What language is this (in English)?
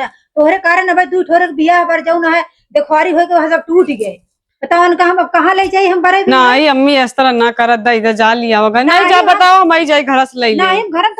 Awadhi